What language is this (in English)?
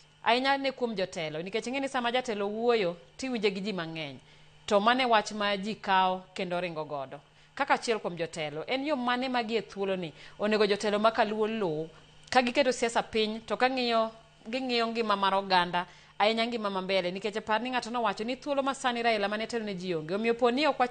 Luo (Kenya and Tanzania)